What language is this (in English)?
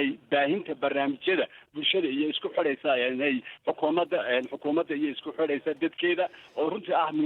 Somali